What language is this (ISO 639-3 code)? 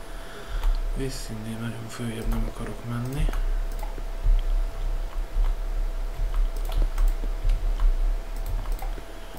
hun